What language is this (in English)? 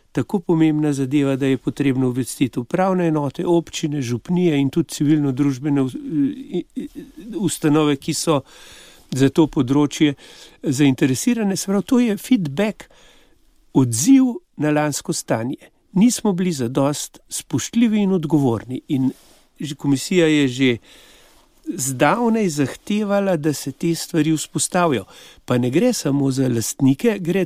Slovenian